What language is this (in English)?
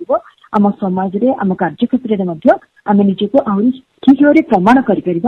Odia